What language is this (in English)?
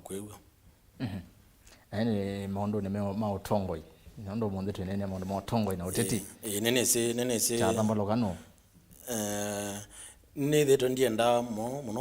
Kamba